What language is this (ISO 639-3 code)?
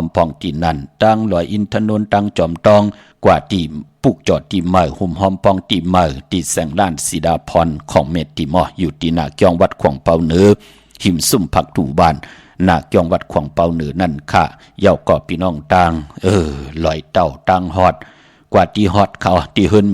shn